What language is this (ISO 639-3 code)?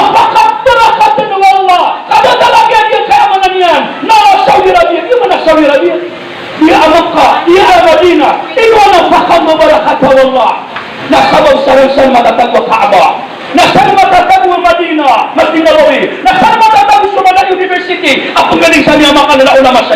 mrw